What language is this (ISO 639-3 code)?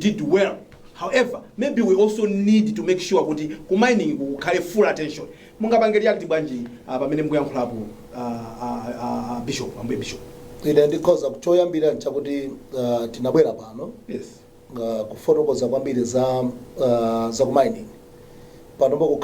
nya